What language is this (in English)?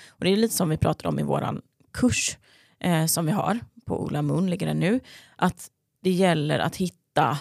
Swedish